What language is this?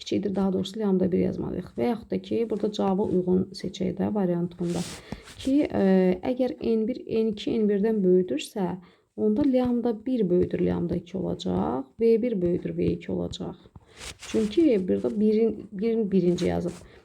Azerbaijani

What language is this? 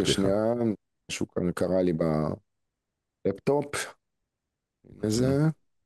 Hebrew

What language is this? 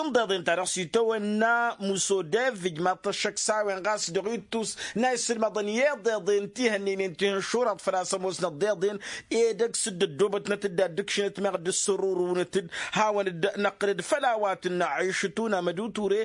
Tamasheq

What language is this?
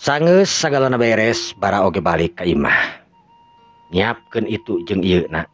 Sundanese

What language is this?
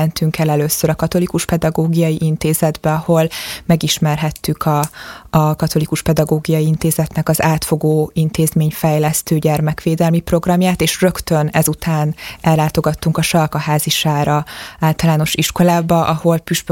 Hungarian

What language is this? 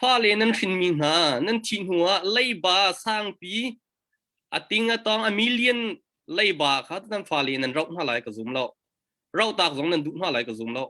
Hakha Chin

